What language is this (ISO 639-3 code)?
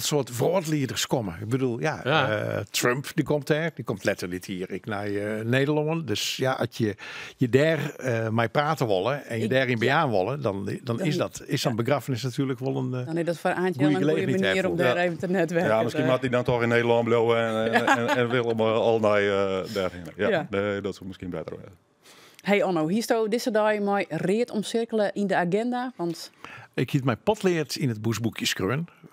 fry